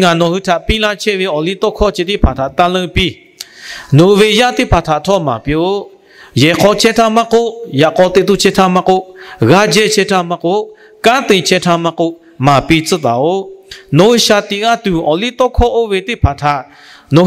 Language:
Lahu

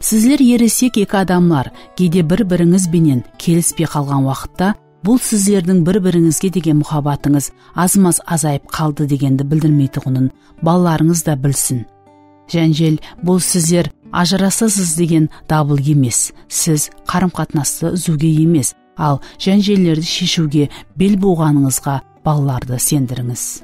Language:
Kara-Kalpak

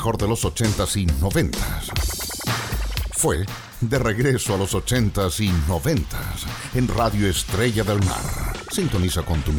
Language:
Spanish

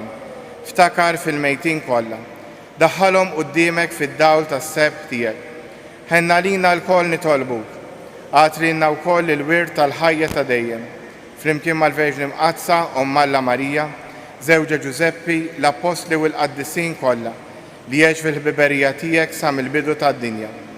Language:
Maltese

